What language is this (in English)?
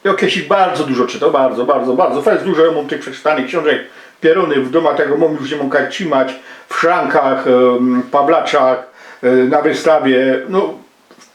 Silesian